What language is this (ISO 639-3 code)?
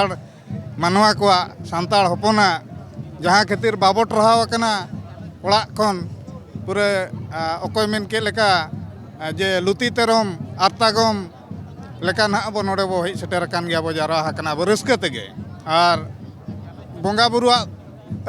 sat